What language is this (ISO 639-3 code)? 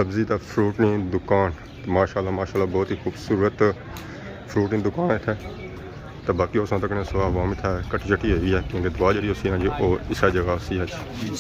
phr